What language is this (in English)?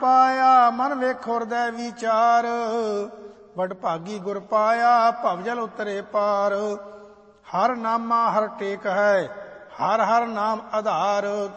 Punjabi